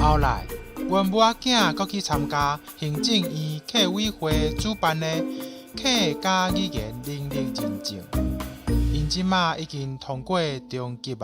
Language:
Min Nan Chinese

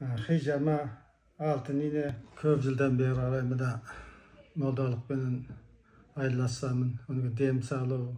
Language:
Kazakh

